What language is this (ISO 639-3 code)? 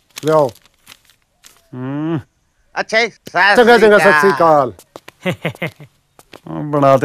pan